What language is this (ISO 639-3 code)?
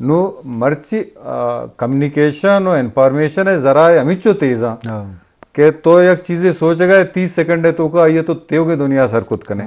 bgp